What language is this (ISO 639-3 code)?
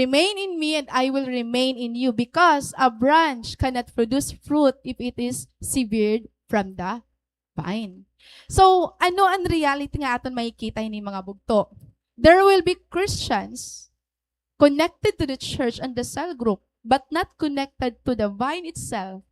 war